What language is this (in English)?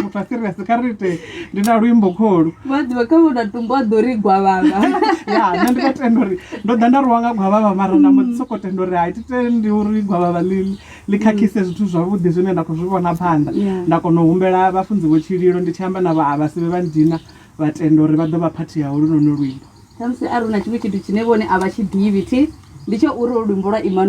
Venda